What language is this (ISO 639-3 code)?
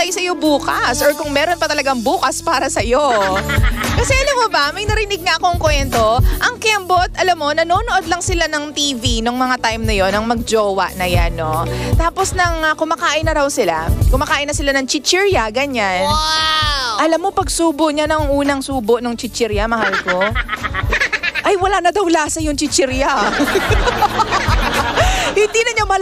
fil